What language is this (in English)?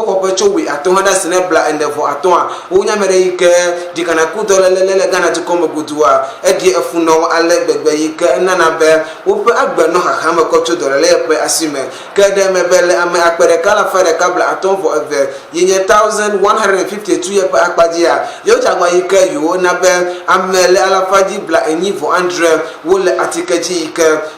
Ewe